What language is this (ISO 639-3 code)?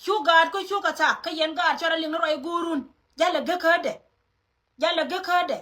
nus